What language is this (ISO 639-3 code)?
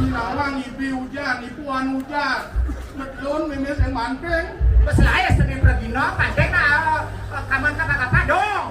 ban